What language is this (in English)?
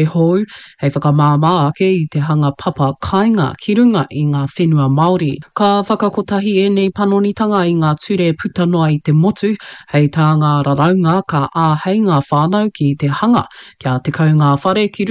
Māori